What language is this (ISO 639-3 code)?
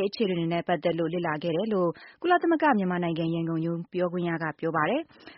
mya